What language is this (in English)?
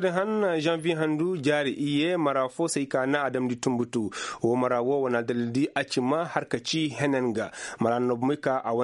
Koyraboro Senni